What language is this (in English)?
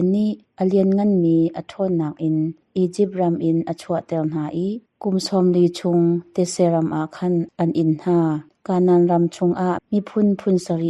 Hakha Chin